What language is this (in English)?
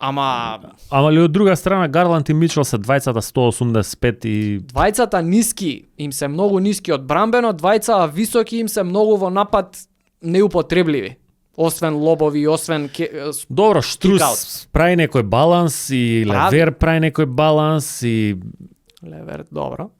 Macedonian